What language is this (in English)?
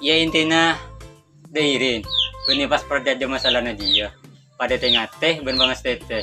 Madurese